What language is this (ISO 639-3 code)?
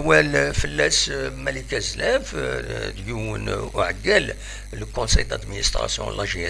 kab